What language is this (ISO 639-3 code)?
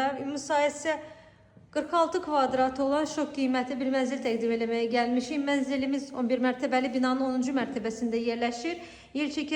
aze